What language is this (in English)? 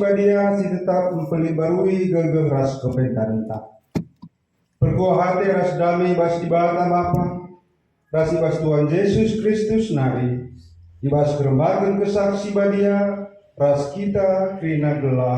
Batak Karo